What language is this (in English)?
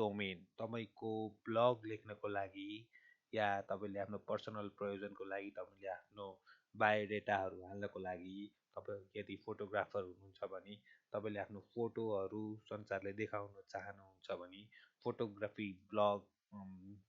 Nepali